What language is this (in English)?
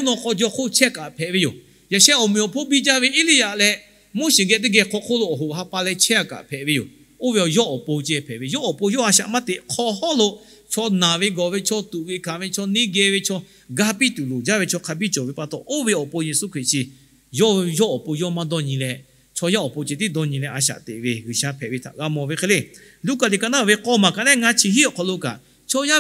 Lahu